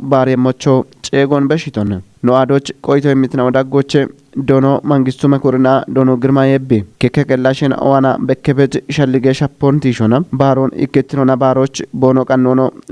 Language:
Kafa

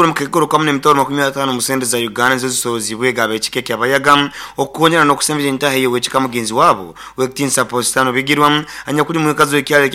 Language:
Nyoro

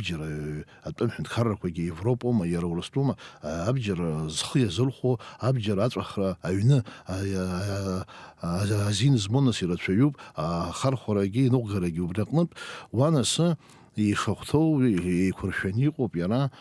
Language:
Abkhazian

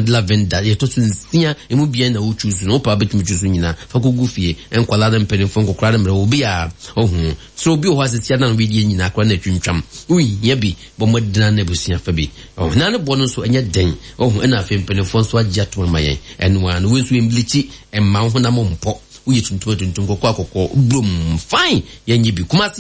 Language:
Akan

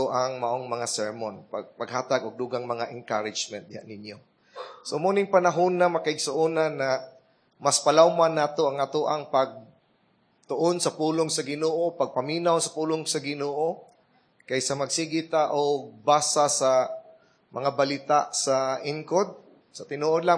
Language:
Cebuano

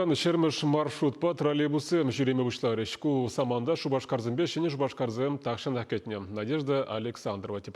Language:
Chuvash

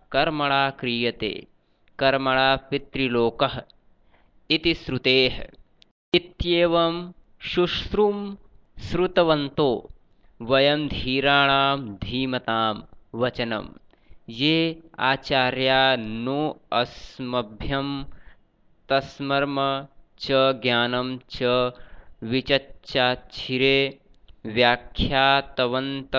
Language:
Sanskrit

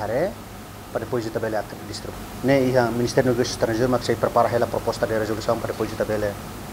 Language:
Tetum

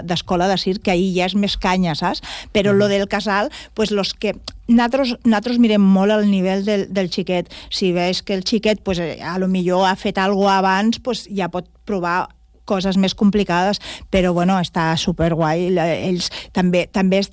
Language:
Catalan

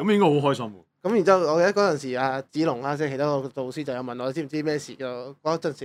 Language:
Cantonese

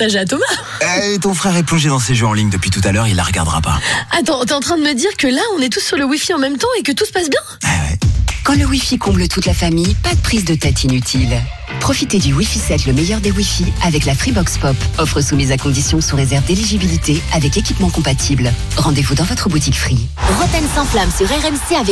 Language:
French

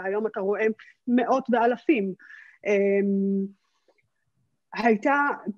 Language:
Hebrew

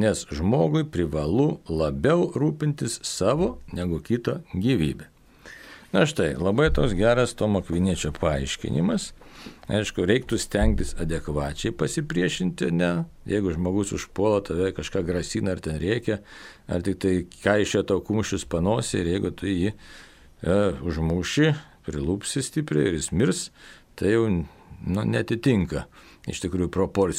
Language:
Lithuanian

